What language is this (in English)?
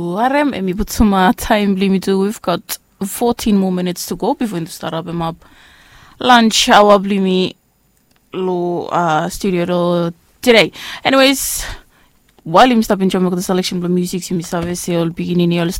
Bislama